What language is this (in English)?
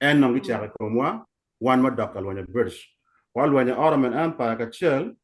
Acoli